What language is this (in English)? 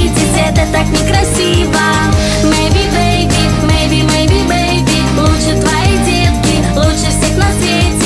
Russian